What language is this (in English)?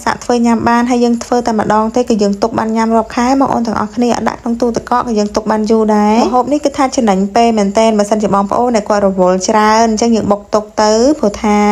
Khmer